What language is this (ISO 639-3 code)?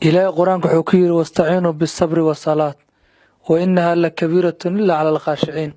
som